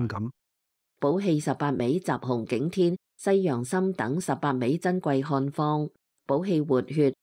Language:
Cantonese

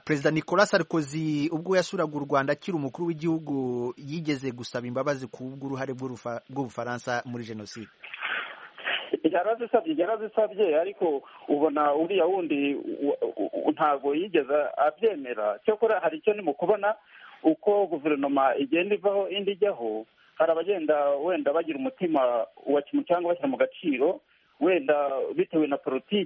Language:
Kinyarwanda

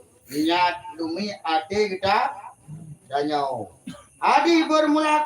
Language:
Achinese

